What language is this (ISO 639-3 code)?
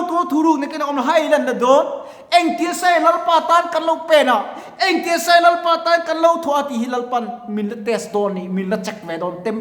lus